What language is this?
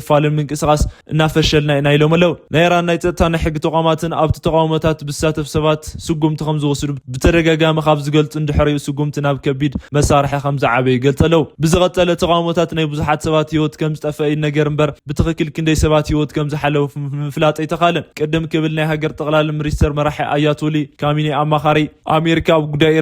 Tigrinya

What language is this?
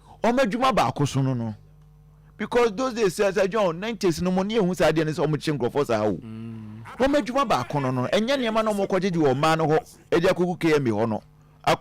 Akan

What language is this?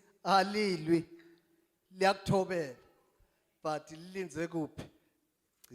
Zulu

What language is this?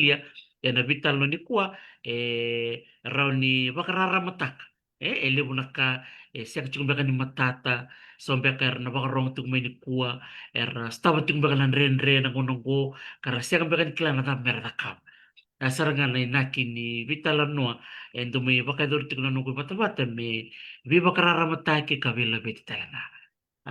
Fijian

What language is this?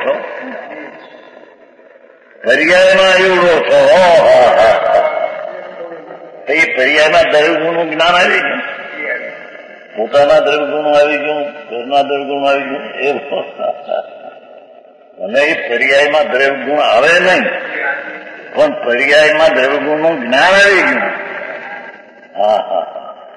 Gujarati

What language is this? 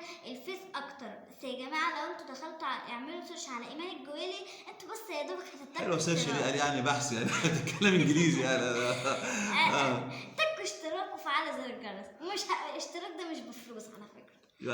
Egyptian Arabic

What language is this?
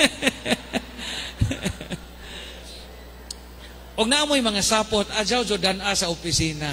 Cebuano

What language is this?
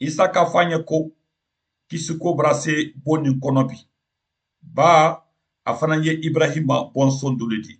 Mandingo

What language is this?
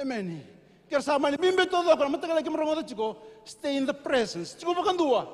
Fijian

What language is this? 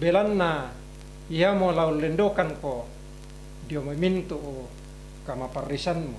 Toraja-Sa'dan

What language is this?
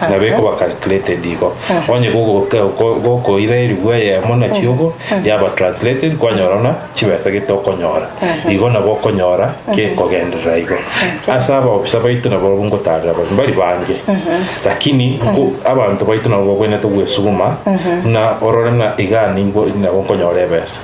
Gusii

